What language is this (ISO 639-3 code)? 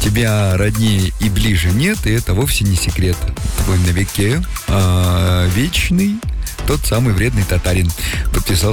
rus